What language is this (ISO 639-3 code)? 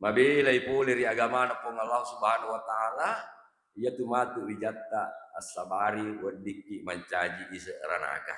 bug